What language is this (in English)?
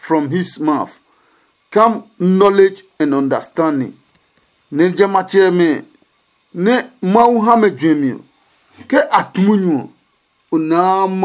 Adangme